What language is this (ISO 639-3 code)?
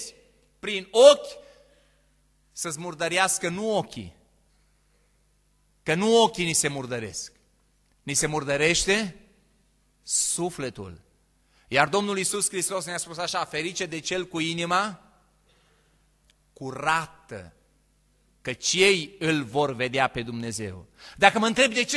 ron